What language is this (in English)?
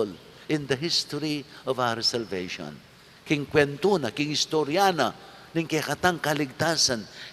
Pampanga